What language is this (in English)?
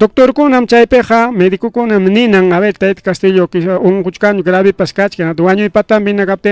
Ayacucho Quechua